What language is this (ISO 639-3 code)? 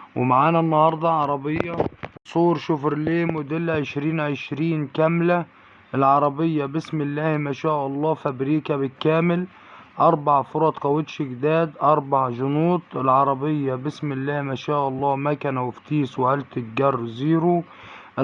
arz